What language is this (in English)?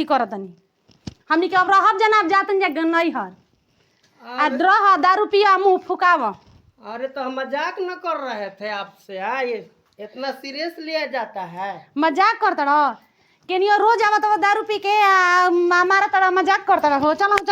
Bhojpuri